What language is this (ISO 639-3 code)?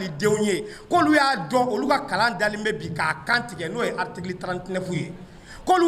bam